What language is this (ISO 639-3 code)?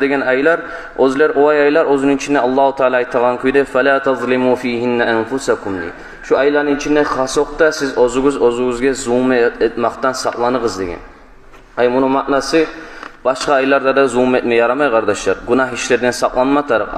kum